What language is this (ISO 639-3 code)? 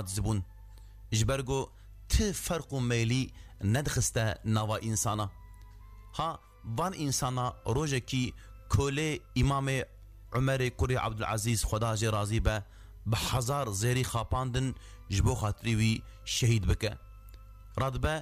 kur